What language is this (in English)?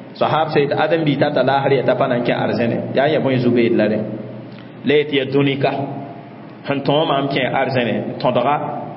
Mossi